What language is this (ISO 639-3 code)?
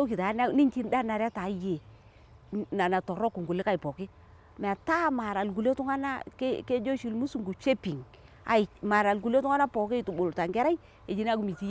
mas